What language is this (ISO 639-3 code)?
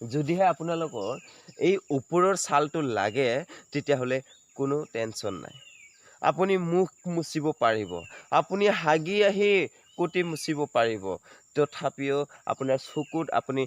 asm